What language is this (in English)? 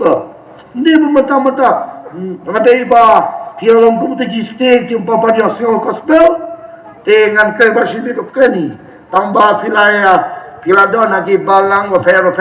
Khasi